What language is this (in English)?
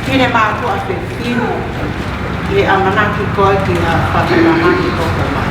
Tongan